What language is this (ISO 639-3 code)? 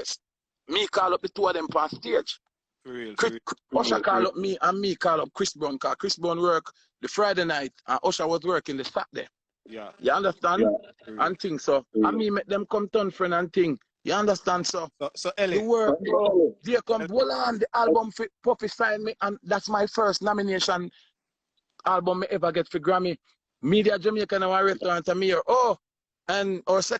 jam